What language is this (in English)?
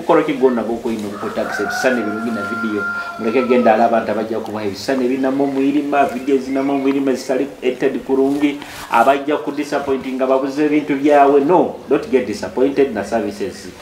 Nyoro